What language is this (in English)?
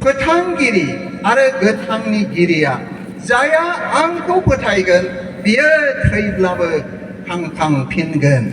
Bodo